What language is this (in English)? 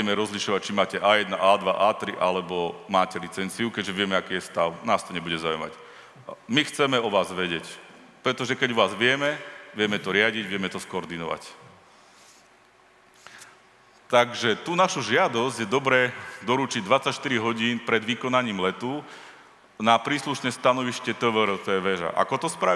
Slovak